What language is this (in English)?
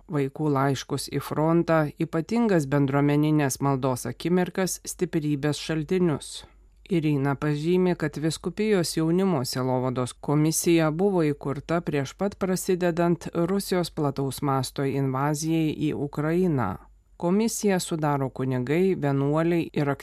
Lithuanian